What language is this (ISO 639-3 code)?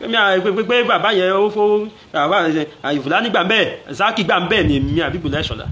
yor